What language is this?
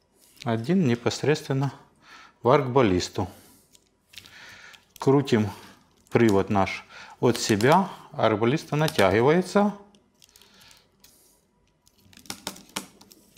Russian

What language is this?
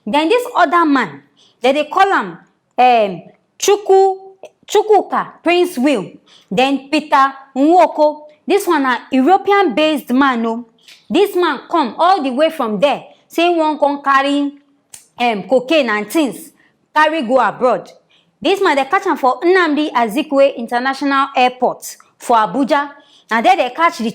Nigerian Pidgin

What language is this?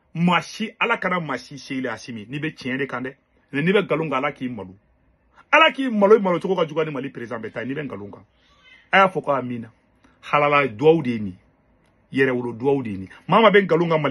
Bambara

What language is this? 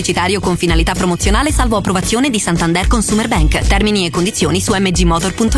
Italian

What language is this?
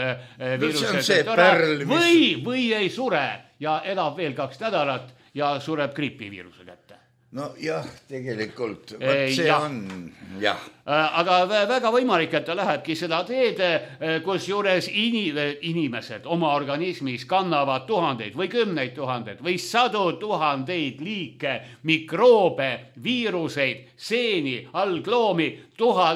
Estonian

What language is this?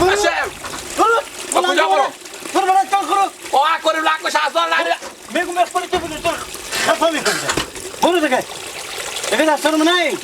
Persian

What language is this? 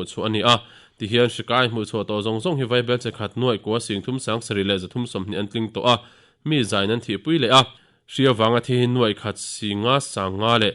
Mizo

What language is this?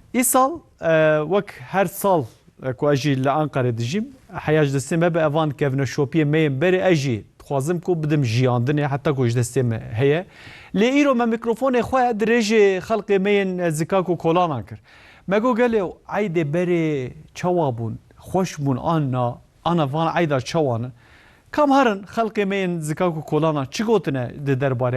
Kurdish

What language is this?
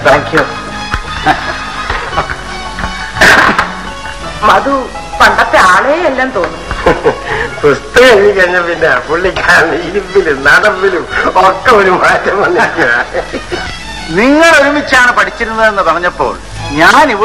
Malayalam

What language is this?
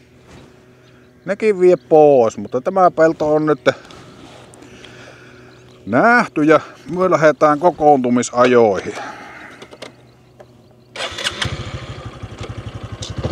Finnish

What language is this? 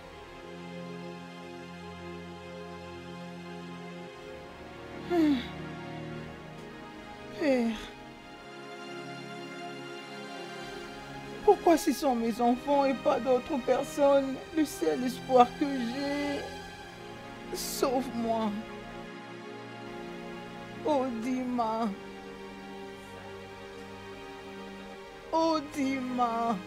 French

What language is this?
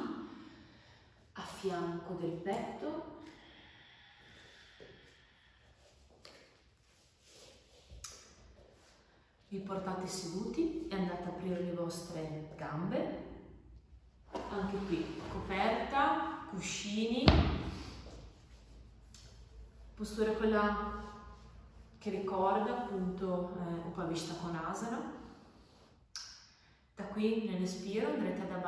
Italian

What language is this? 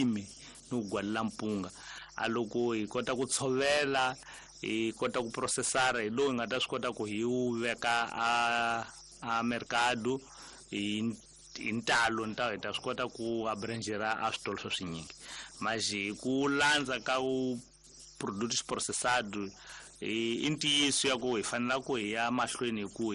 Tsonga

